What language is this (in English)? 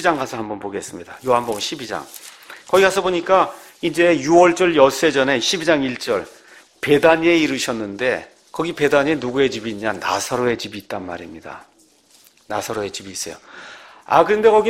Korean